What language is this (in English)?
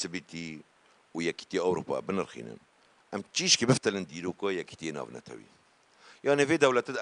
Kurdish